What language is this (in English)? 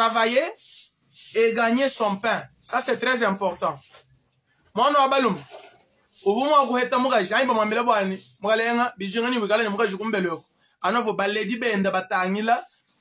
Luba-Lulua